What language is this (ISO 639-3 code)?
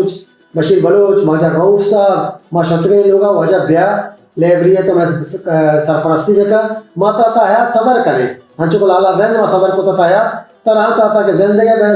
bal